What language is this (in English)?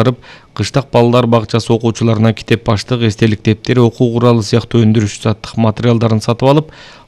Kyrgyz